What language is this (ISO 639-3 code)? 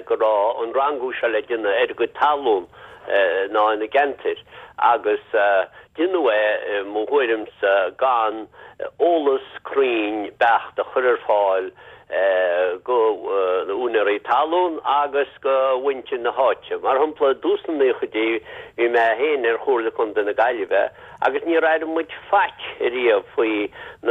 gle